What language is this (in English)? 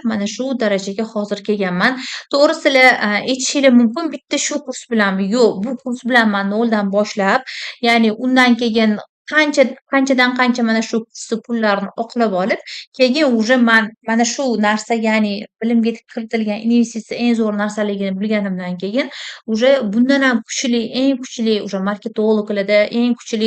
Uzbek